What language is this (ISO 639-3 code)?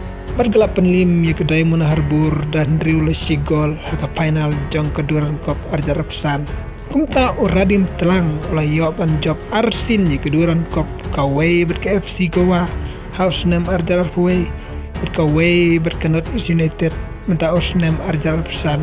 kha